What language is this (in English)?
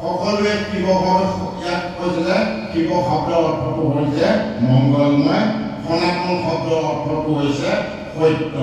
Assamese